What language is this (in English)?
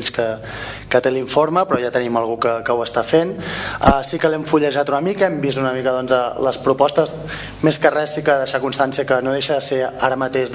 Catalan